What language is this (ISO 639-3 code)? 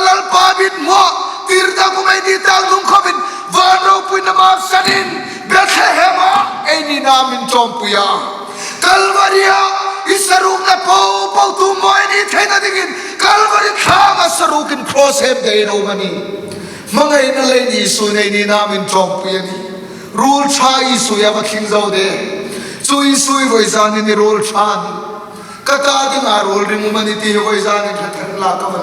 hmr